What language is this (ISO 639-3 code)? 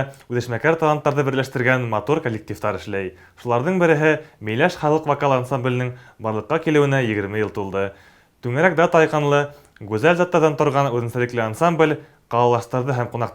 bak